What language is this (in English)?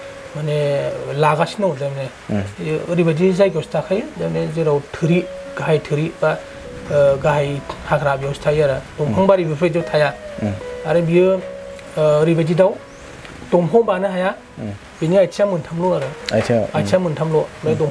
Bodo